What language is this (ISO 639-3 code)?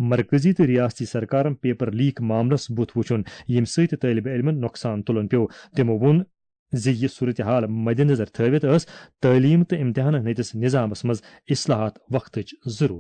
kas